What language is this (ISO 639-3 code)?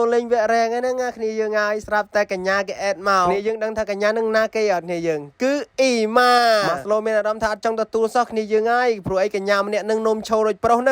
khm